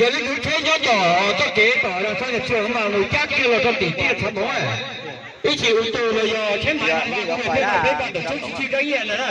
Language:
Hmong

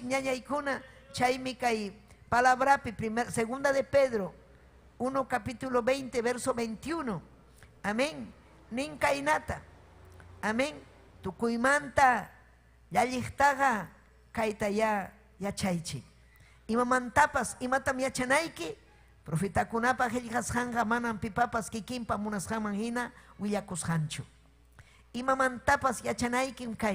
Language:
Ayacucho Quechua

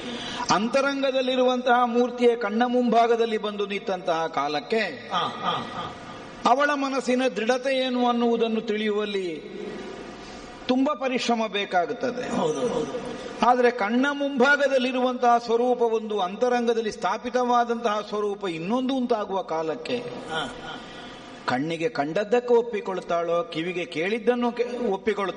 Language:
Kannada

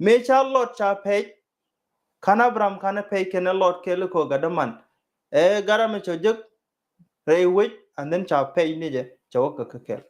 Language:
Nuer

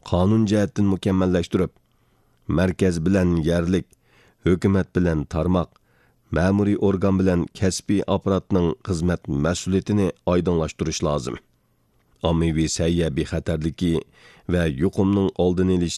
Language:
Uyghur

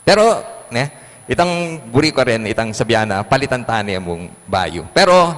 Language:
Pampanga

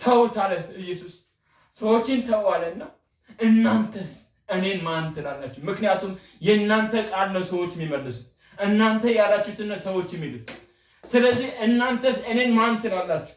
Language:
Amharic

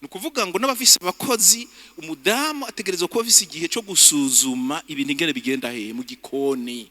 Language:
Rundi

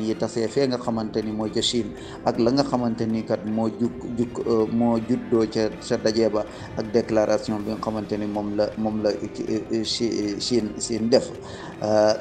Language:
Wolof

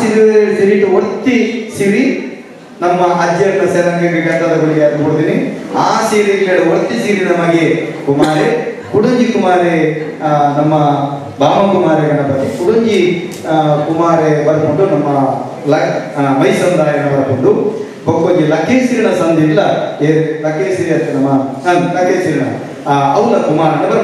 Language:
Tulu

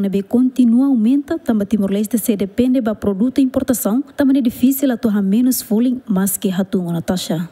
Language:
Tetum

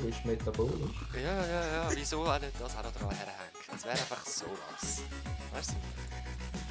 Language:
Swiss German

